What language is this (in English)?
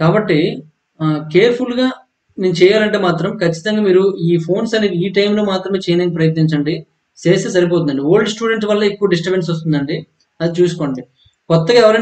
Telugu